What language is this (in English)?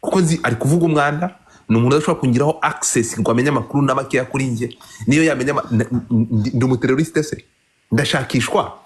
Kinyarwanda